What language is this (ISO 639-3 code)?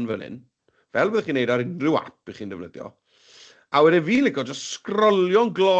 cym